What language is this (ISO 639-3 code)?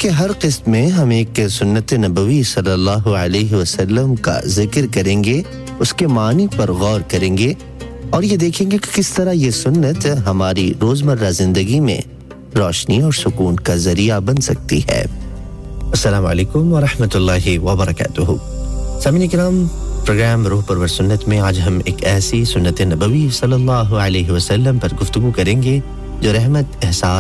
urd